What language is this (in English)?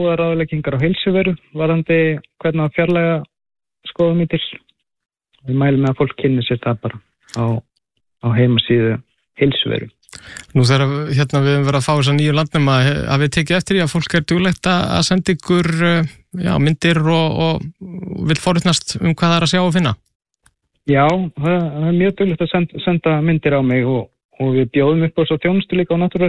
Icelandic